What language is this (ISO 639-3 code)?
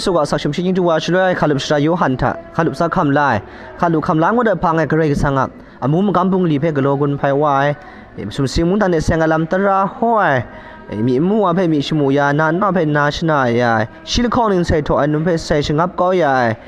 kac